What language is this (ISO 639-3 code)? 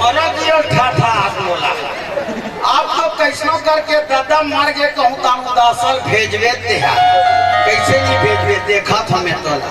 hne